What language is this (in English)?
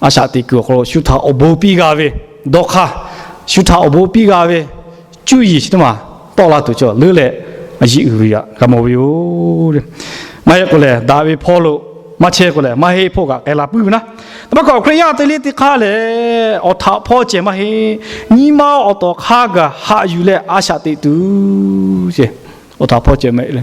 Lahu